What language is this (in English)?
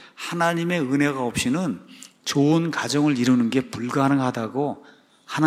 Korean